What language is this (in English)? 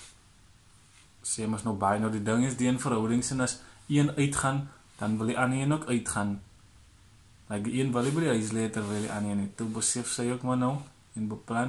Afrikaans